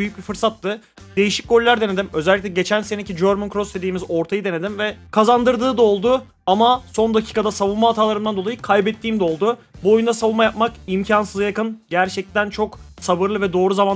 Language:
Turkish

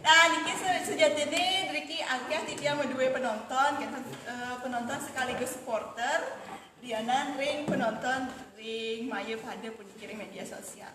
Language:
Balinese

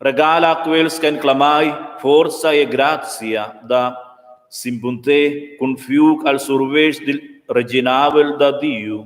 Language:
Romansh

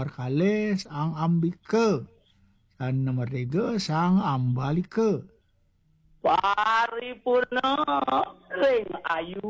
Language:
Balinese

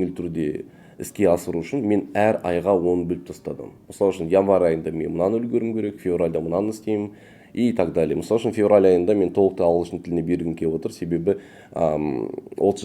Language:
Kazakh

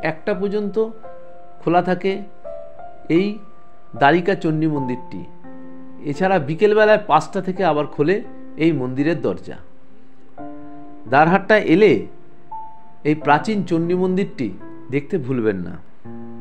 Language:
Bangla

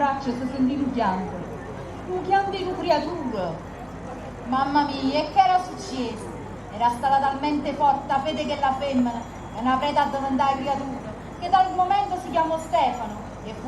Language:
Neapolitan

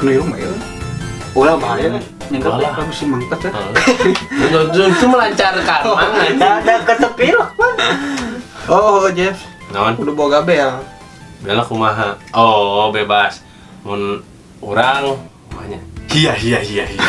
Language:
Sundanese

